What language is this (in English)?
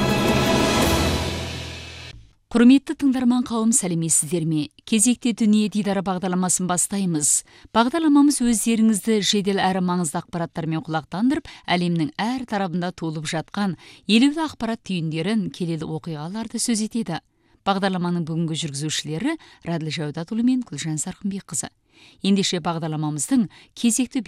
Kazakh